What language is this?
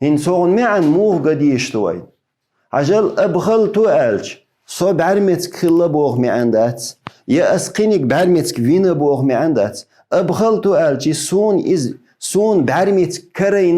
Chechen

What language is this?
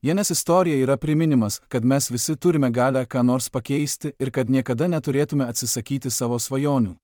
Lithuanian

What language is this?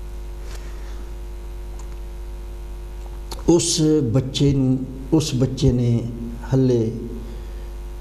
Punjabi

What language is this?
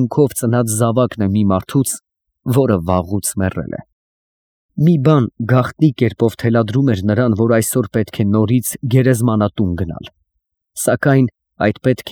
Armenian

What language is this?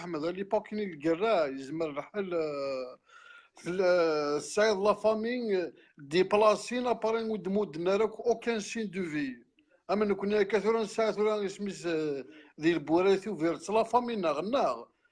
Kabyle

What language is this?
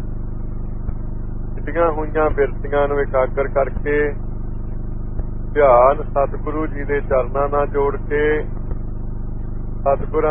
Punjabi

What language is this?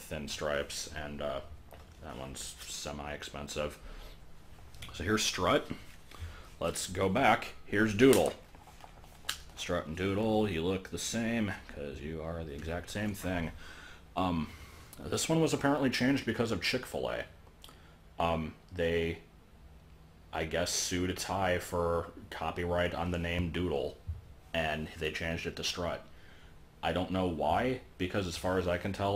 English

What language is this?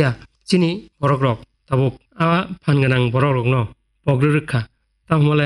Kok Borok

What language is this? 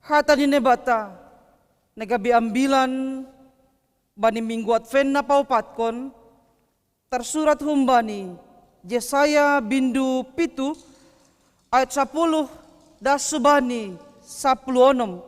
Batak Simalungun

